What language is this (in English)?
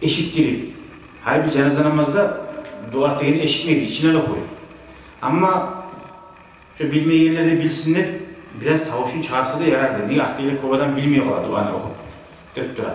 Kumyk